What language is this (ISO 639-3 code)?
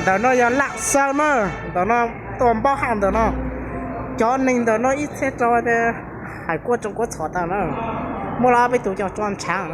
hmn